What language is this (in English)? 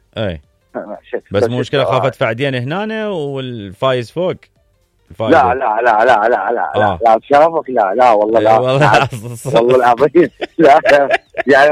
Mesopotamian Arabic